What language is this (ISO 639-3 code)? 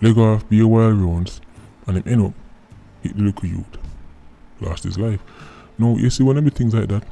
jam